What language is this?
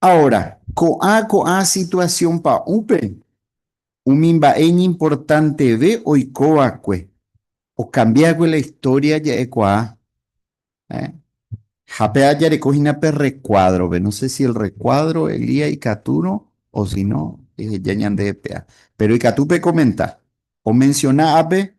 Guarani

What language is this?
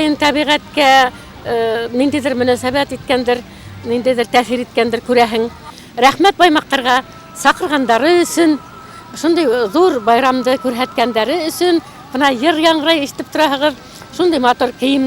Bashkir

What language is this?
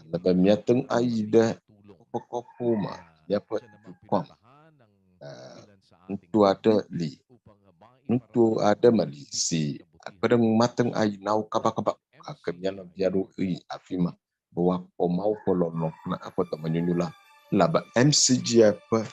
Ewe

